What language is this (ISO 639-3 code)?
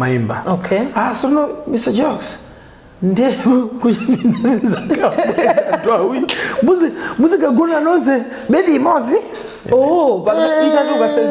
nya